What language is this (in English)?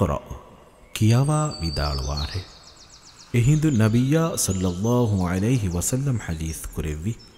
Divehi